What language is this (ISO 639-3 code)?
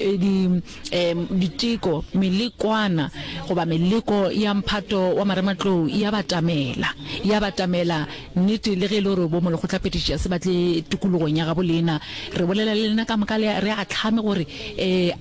nso